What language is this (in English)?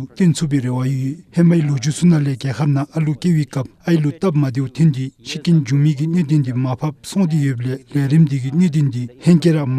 Dzongkha